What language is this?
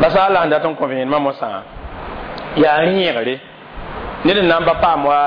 Mossi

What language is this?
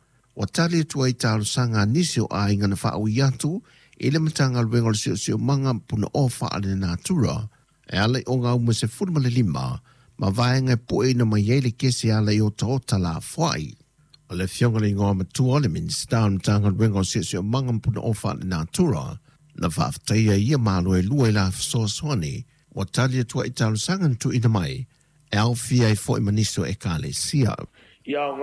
Samoan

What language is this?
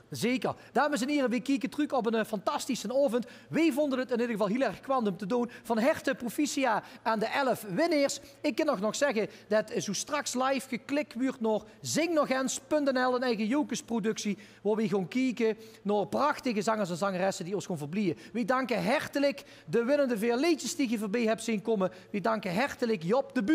Limburgish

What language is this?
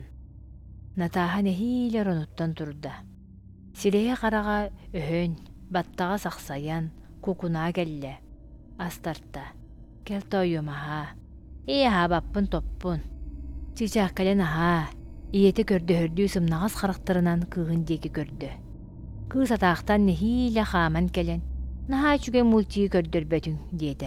Yakut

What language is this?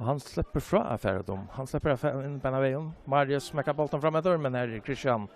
Faroese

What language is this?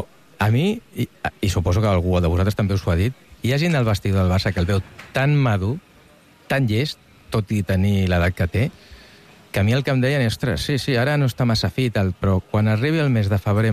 Catalan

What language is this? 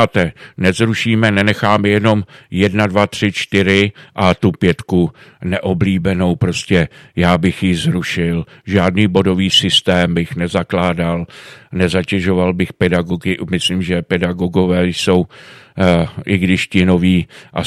Czech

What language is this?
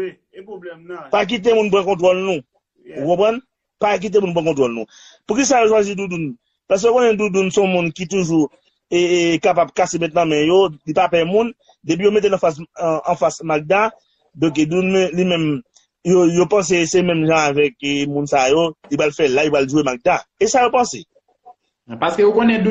Haitian Creole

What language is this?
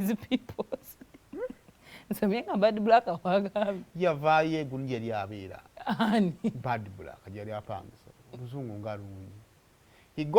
Ganda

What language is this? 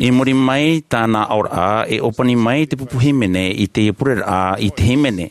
Tahitian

